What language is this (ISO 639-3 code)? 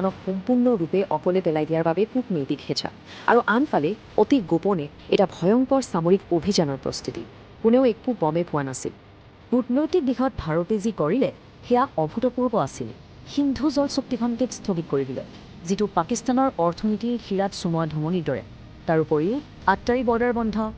asm